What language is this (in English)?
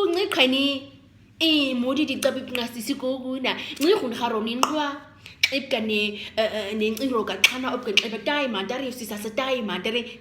Nama